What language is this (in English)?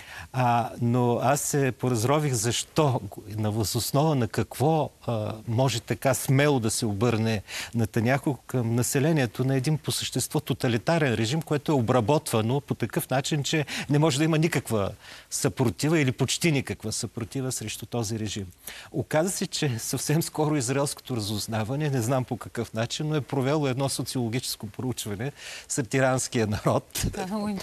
Bulgarian